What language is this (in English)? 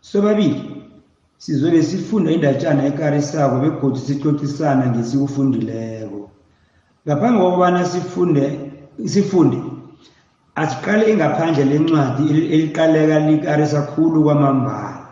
South Ndebele